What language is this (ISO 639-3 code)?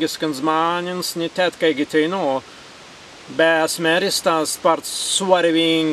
prg